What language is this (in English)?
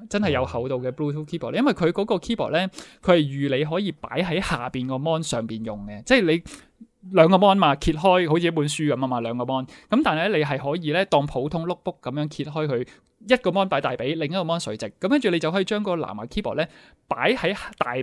Cantonese